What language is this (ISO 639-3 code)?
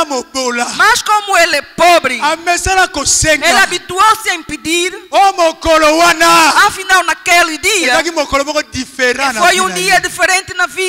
por